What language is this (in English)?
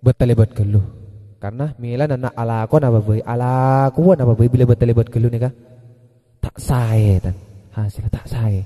Madurese